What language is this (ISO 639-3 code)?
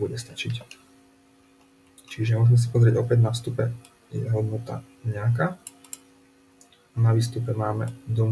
slk